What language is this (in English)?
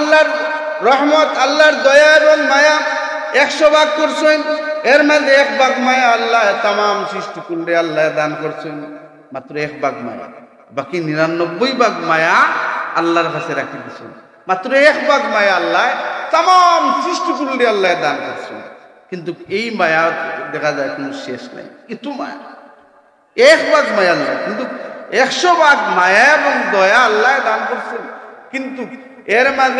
Sylheti